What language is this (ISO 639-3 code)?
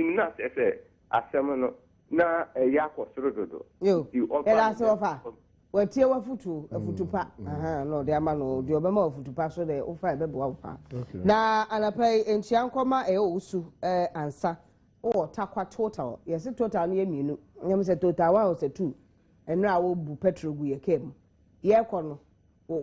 aka